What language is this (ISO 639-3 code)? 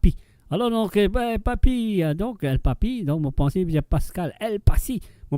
mfe